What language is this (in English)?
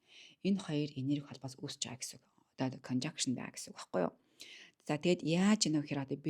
Mongolian